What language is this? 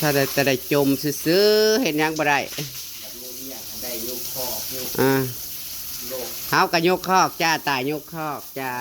Northeastern Thai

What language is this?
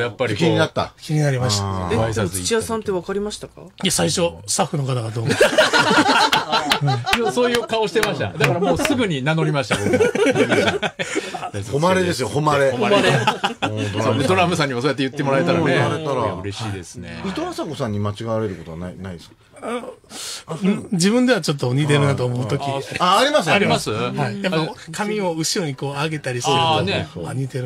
Japanese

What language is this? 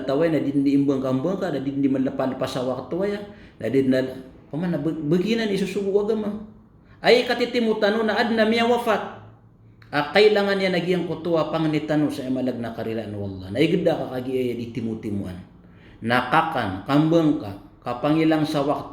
Maranao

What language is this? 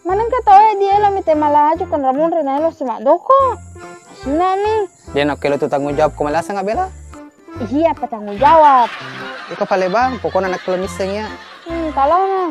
Buginese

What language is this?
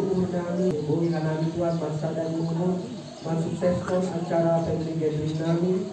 Batak Simalungun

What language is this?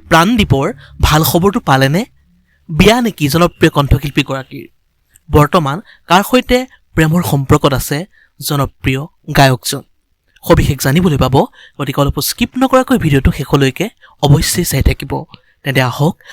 Assamese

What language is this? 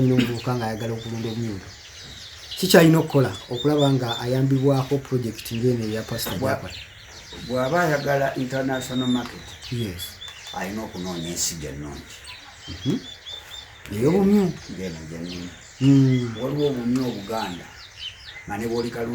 Ganda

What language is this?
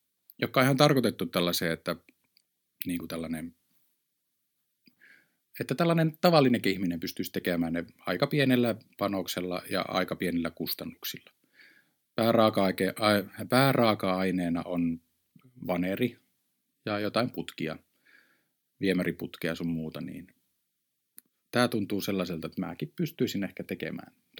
Finnish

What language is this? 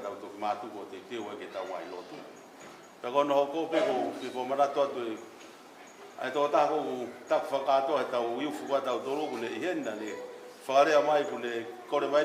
Tongan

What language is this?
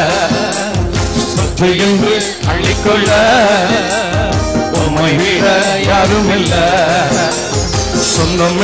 Tamil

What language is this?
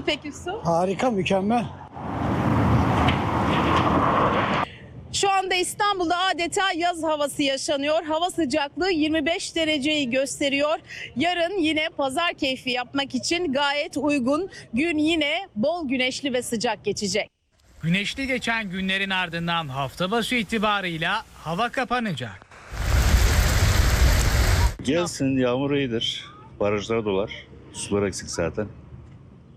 Turkish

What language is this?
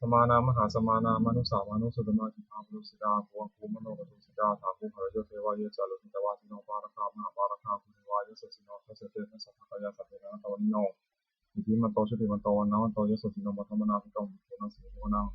Pali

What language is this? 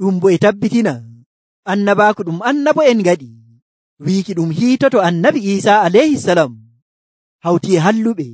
Nigerian Fulfulde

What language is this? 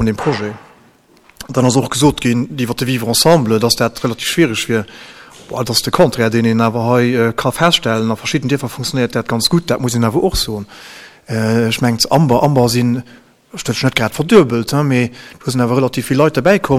Luxembourgish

